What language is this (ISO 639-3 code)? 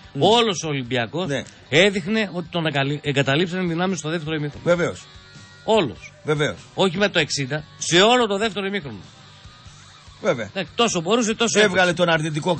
ell